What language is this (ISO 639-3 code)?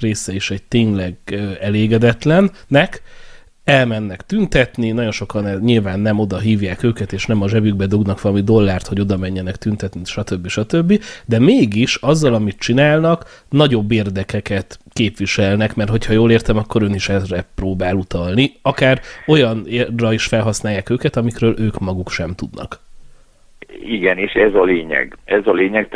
hun